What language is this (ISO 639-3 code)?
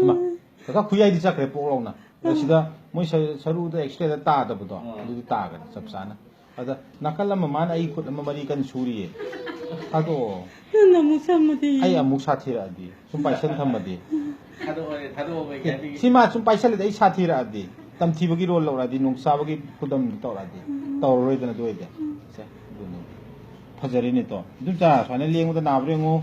mni